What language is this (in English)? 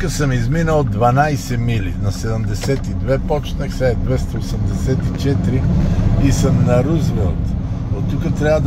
Bulgarian